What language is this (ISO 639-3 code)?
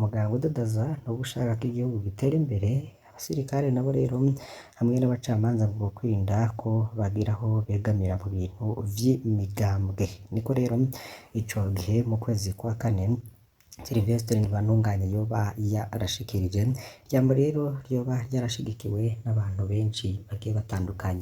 run